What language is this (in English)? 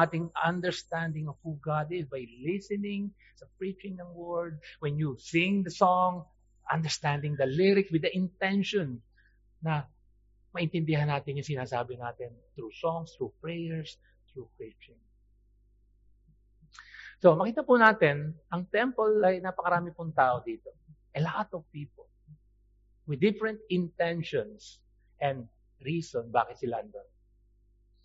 Filipino